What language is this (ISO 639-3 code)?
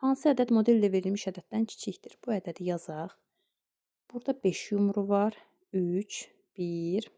aze